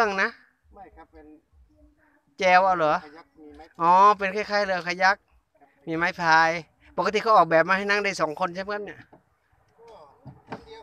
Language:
Thai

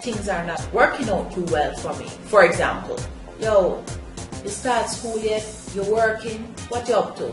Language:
Jamaican Creole English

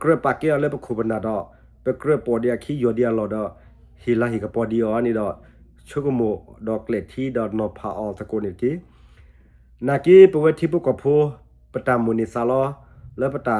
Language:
S'gaw Karen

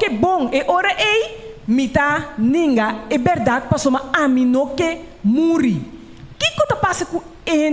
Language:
Papiamento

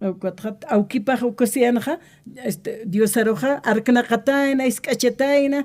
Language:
Aymara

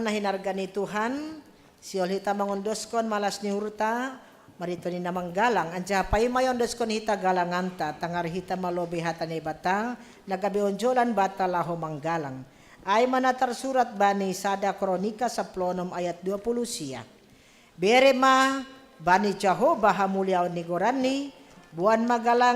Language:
Batak Simalungun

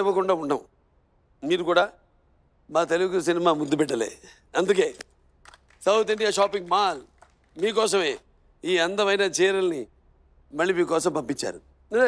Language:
Telugu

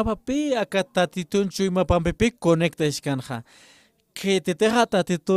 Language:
Aymara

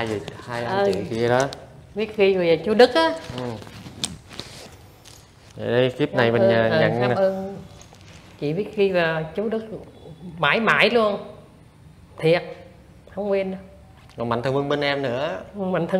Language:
Vietnamese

